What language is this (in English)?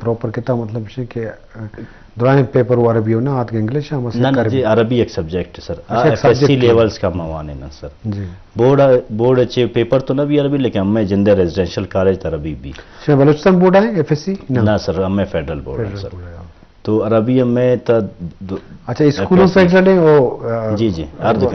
Eastern Balochi